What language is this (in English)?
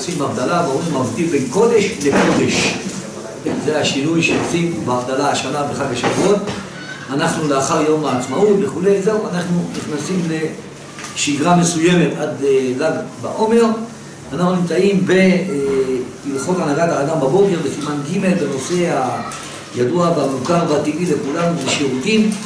Hebrew